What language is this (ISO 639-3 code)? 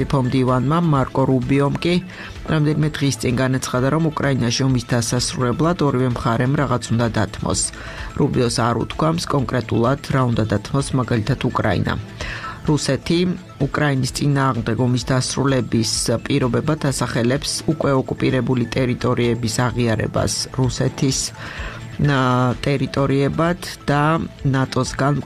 kat